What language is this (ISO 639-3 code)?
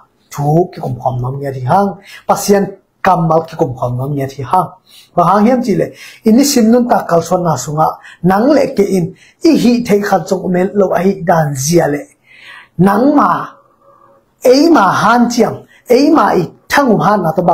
ctd